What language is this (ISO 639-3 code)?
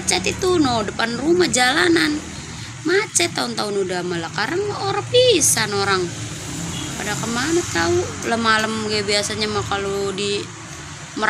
bew